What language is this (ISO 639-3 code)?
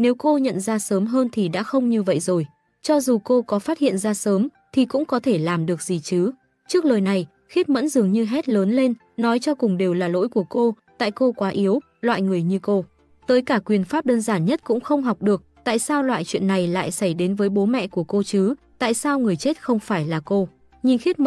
vie